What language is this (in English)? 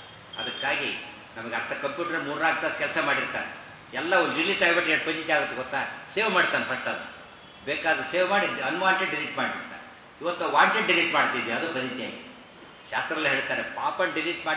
Kannada